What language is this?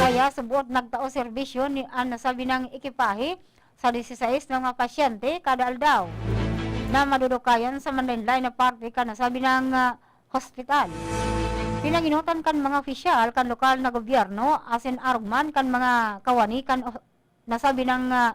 Bikol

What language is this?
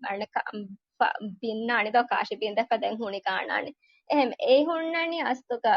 Divehi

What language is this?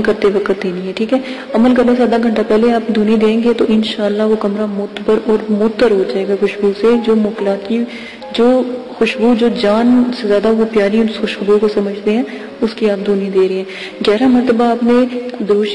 Urdu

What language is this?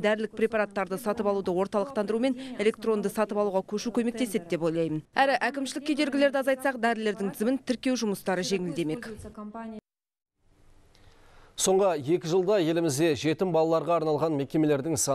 Kazakh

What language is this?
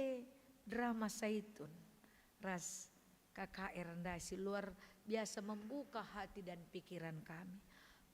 Batak Karo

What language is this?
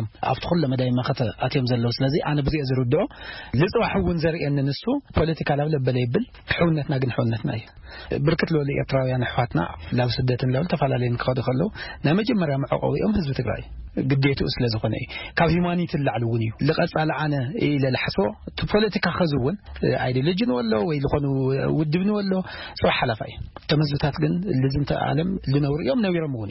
Tigrinya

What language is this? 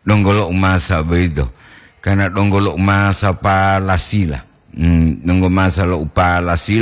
Gorontalo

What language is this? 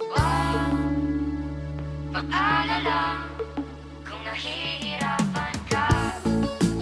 Filipino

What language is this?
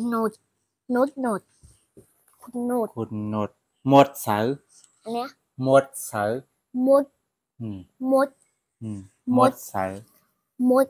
Shan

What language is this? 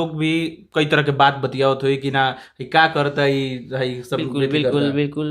Bhojpuri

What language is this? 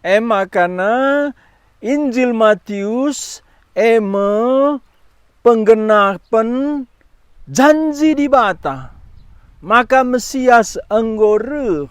Batak Karo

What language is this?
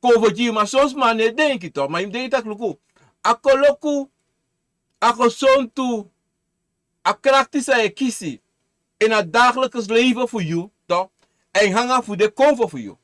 Sranan Tongo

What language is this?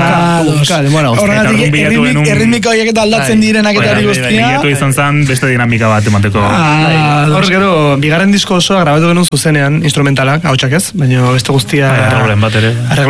Basque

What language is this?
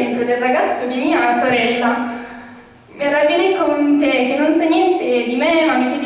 Italian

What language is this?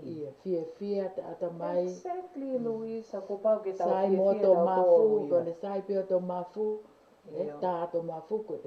Tongan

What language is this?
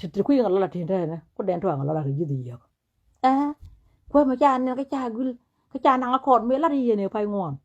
Nuer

